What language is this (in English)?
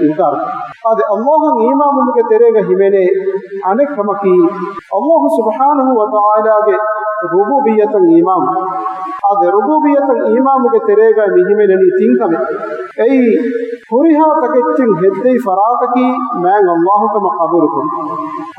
Divehi